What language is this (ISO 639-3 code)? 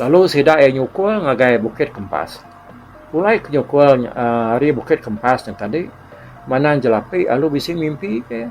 iba